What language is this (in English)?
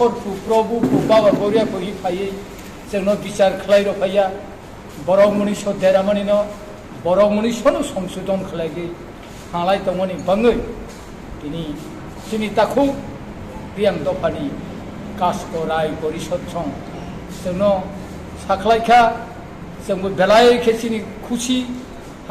Riang (India)